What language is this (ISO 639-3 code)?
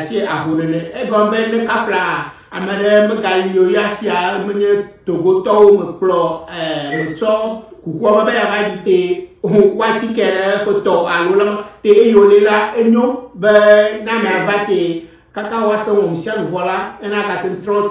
ewe